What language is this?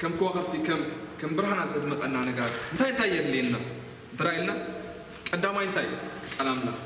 Tigrinya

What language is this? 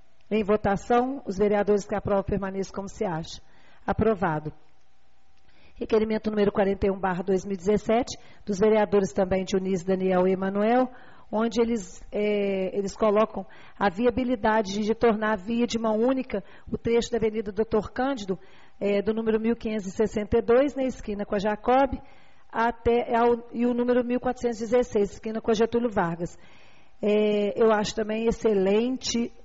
Portuguese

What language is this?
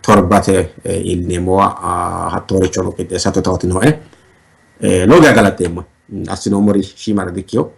Sidamo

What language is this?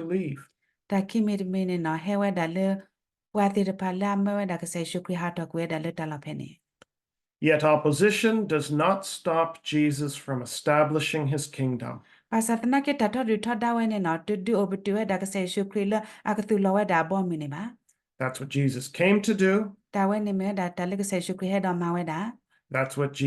S'gaw Karen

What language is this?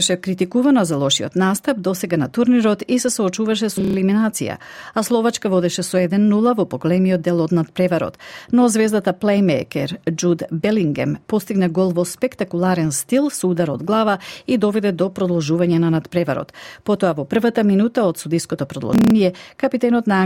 Macedonian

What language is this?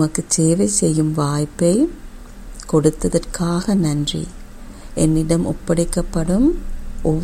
Tamil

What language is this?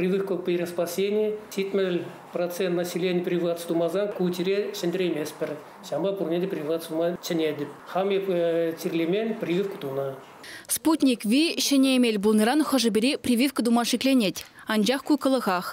Chuvash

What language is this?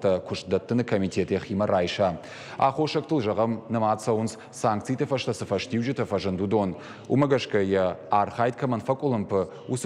Ossetic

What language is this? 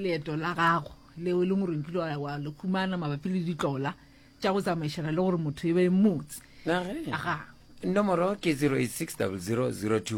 Northern Sotho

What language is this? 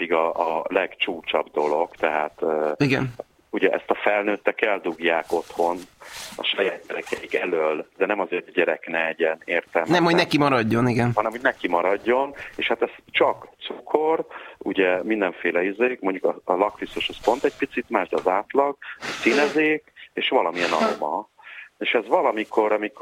Hungarian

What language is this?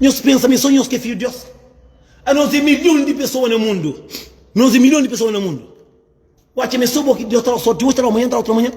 Kabuverdianu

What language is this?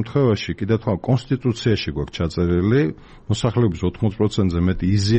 Georgian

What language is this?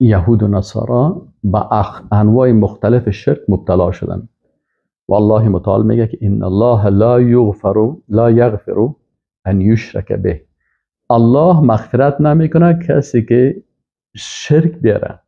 Persian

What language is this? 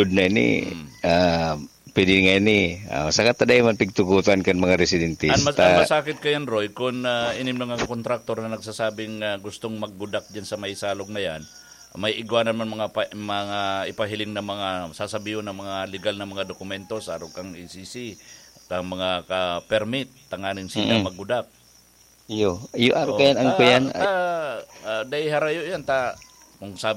Bikol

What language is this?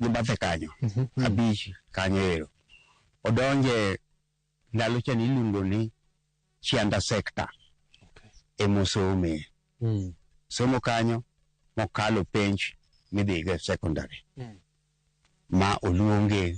Luo (Kenya and Tanzania)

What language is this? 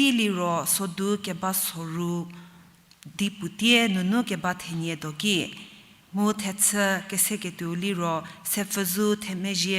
Angami Naga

